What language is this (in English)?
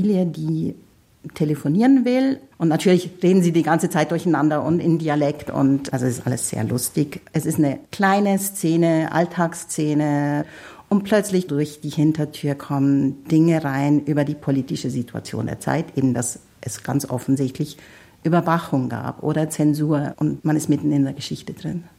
German